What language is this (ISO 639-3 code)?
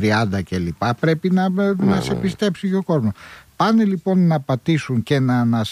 ell